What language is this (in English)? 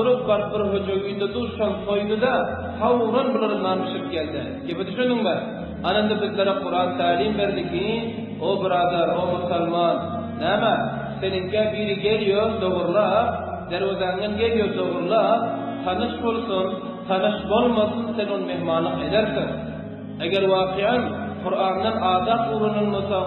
Turkmen